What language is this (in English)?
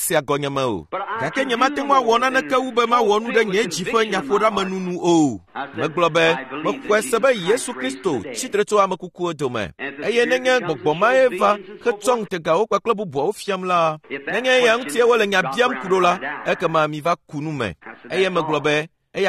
Ewe